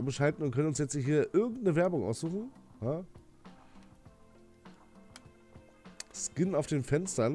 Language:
German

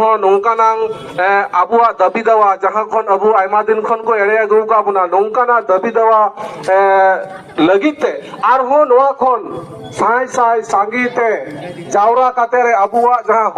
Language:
Santali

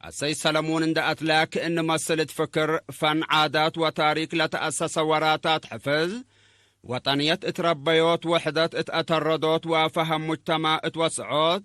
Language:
Tigre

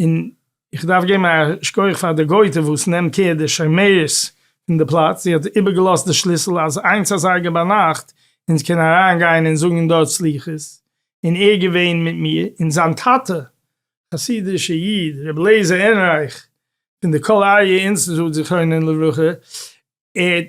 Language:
Yiddish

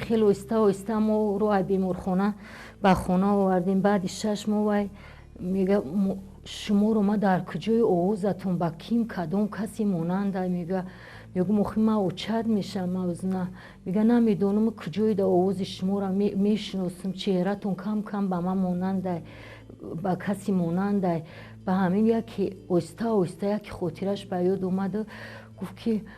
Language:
Tajik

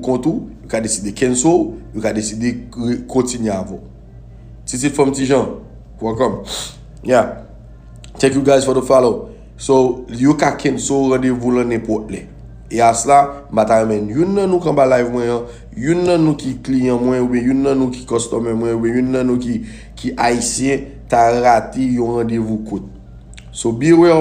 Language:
Haitian Creole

